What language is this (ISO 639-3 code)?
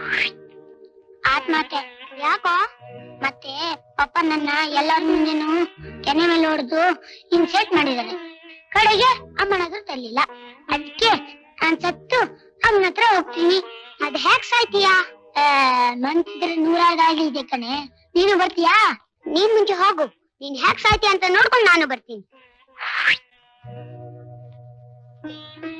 kan